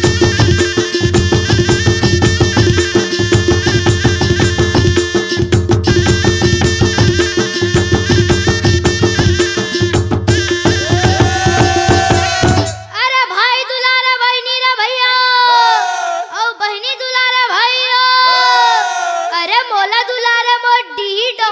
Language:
Chhattisgarhi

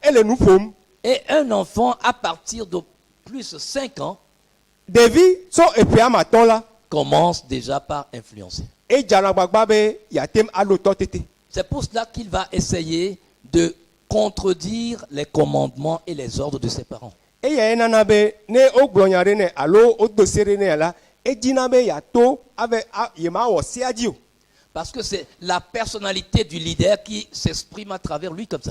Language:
Ewe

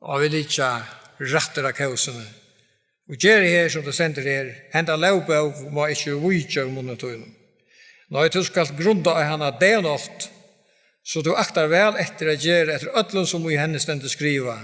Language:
Faroese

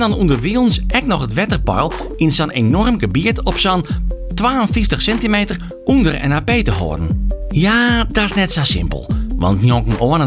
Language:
Western Frisian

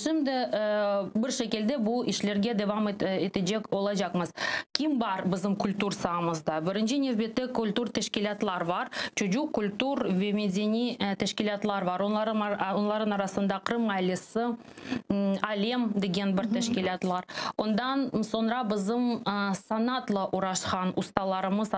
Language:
Crimean Tatar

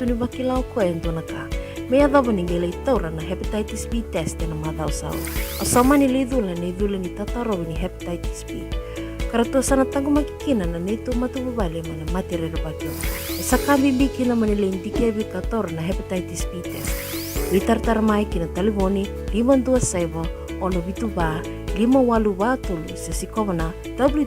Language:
Fijian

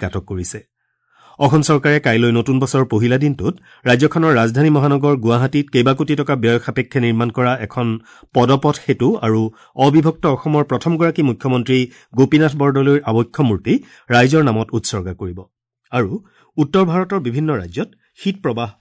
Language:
Assamese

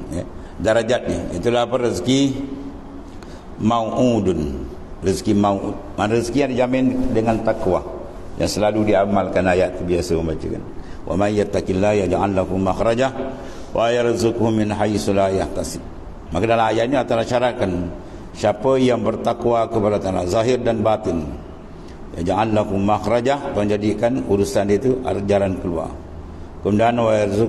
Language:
Malay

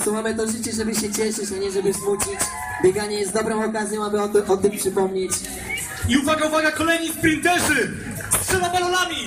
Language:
Polish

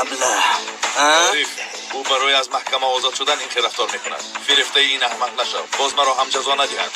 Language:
Tajik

